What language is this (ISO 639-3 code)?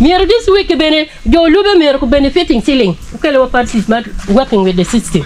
ach